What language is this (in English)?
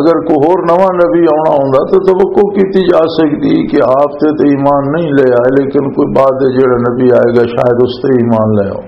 Western Panjabi